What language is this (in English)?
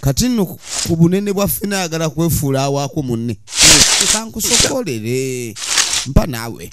Ganda